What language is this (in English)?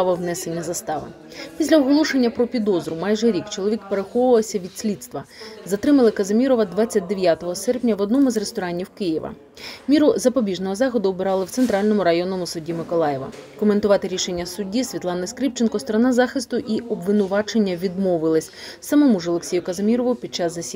Ukrainian